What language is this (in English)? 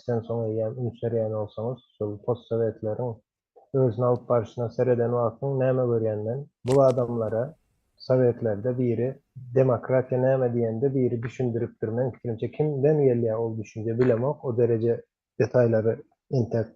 Turkmen